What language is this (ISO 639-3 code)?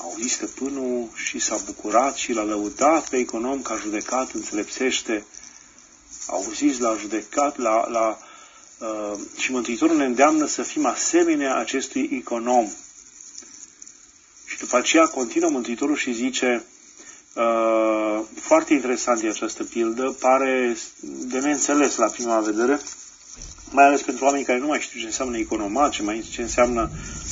ron